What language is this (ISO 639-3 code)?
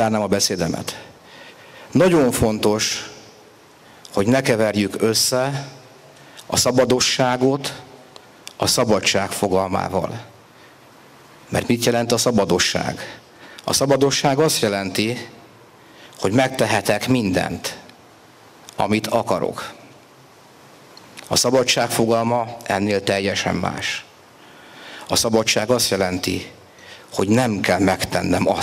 hun